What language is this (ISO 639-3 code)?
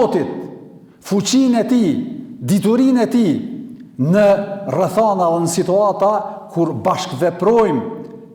sqi